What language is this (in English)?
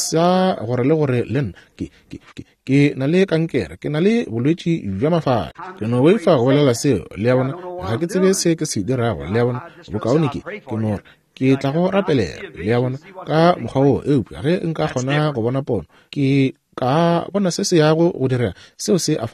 Northern Sotho